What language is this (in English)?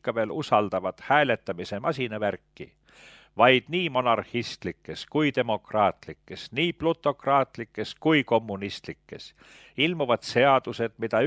Estonian